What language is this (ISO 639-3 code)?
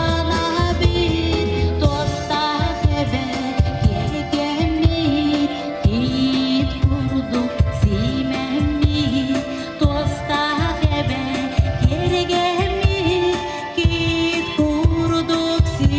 sah